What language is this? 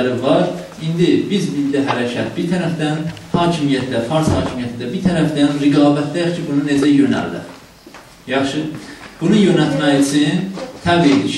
South Azerbaijani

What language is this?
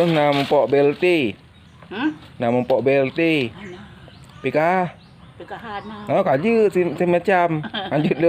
Achinese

